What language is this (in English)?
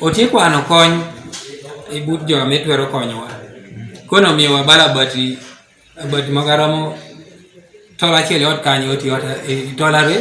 Teso